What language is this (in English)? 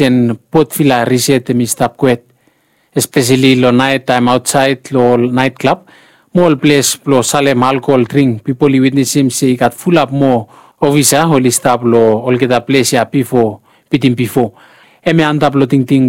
Bislama